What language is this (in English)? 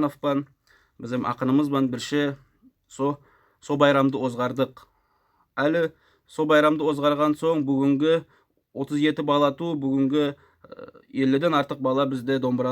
Nogai